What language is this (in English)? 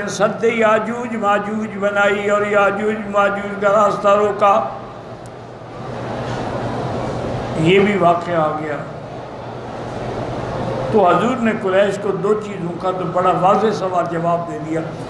Urdu